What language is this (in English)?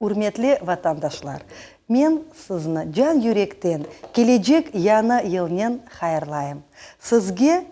Crimean Tatar